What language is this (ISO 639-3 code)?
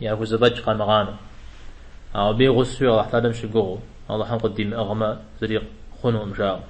kbd